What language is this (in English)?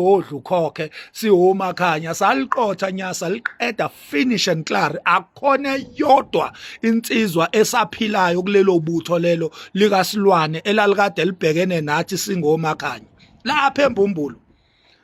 Zulu